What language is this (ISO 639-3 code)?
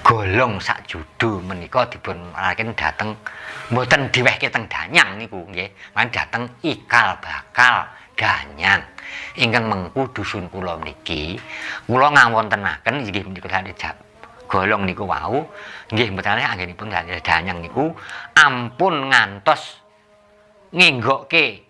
jav